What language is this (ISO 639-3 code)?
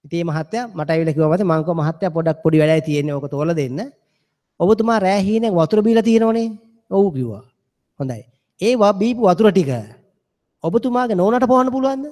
sin